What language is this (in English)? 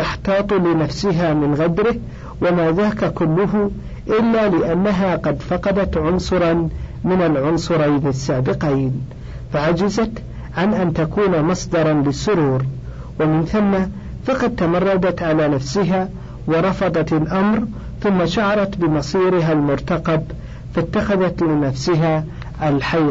Arabic